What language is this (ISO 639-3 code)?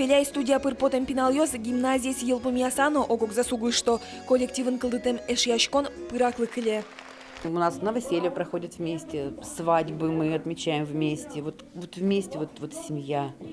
udm